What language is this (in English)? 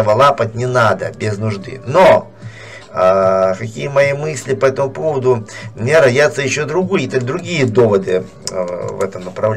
Russian